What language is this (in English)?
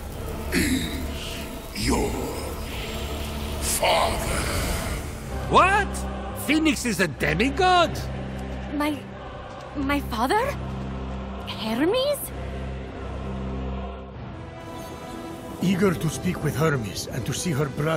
English